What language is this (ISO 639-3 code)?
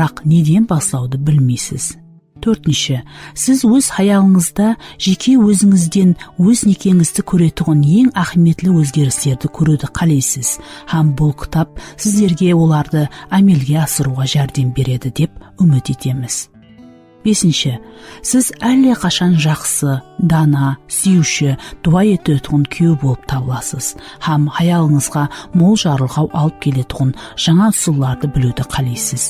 kaa